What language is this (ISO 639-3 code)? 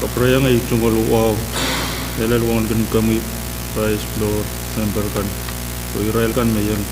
pon